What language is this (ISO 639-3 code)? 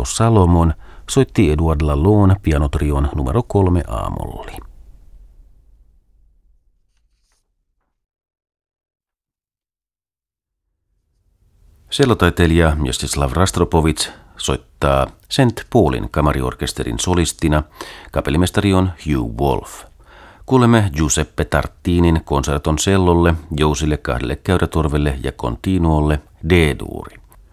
fin